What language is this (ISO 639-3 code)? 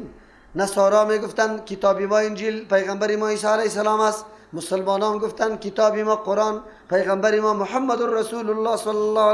fas